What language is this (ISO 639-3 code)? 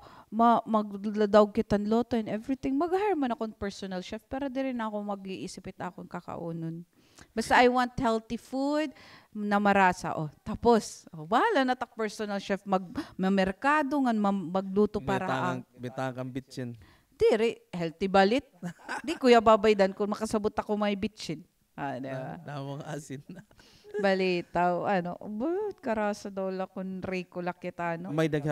war